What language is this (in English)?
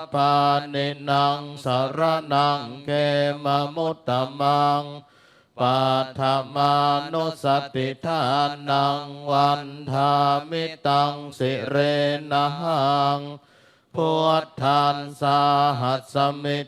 Pali